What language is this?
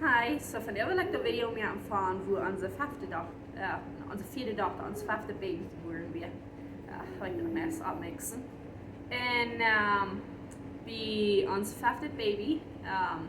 Plautdietsch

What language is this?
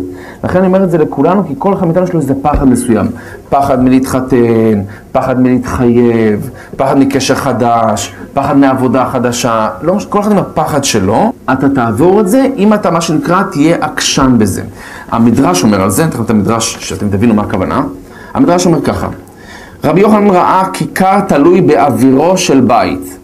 Hebrew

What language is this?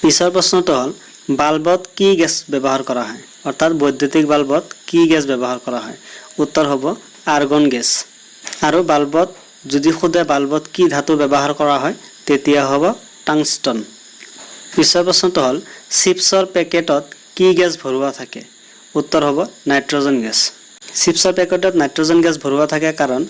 Assamese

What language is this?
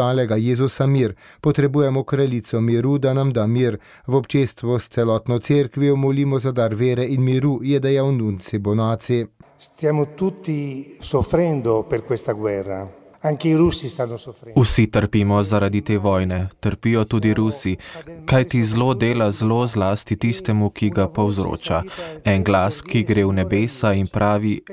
Slovenian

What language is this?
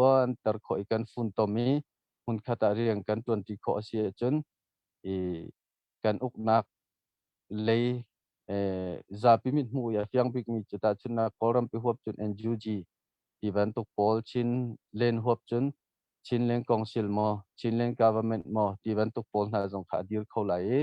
Hakha Chin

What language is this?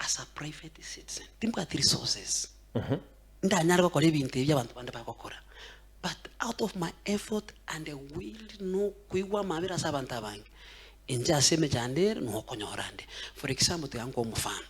Gusii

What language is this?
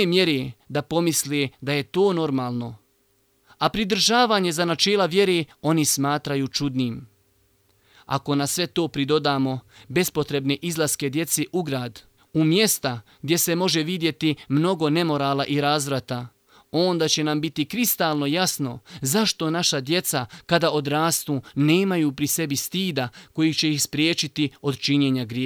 Bosnian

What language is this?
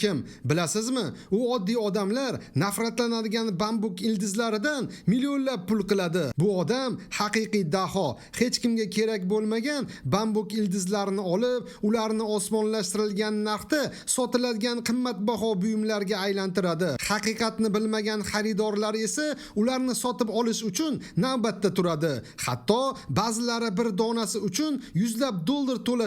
Uzbek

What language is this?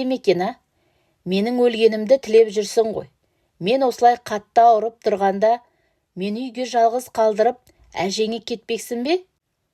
Kazakh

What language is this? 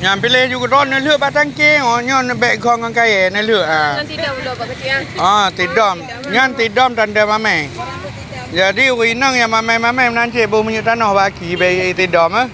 Achinese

